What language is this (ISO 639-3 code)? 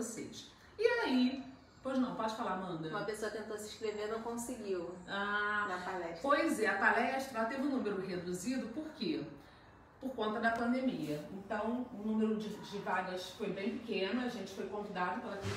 por